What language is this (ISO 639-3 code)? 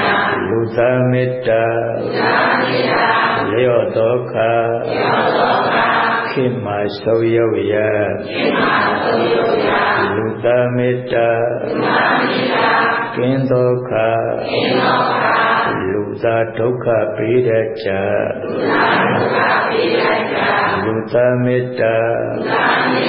mya